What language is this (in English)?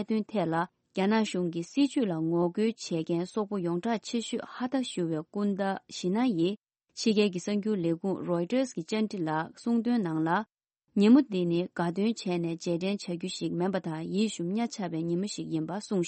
Tibetan